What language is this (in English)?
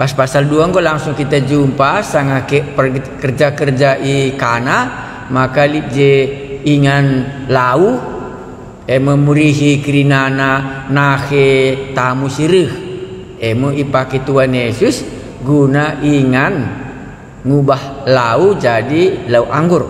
Batak Karo